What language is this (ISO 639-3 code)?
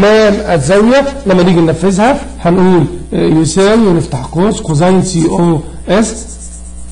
arz